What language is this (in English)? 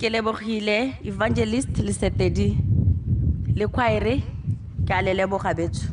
Tswana